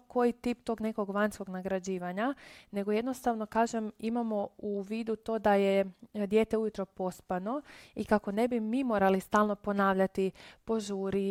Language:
Croatian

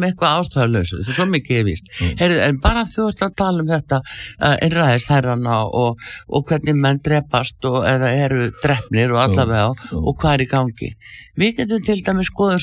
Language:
Icelandic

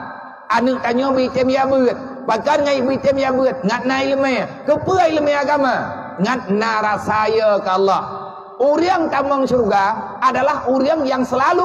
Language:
Achinese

